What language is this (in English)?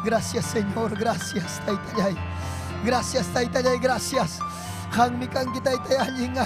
Ayacucho Quechua